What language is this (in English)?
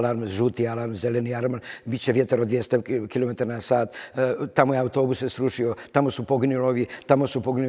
Serbian